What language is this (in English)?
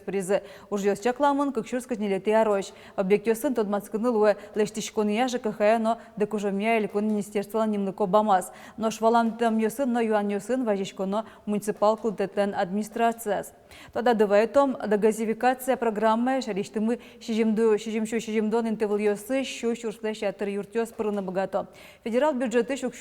Udmurt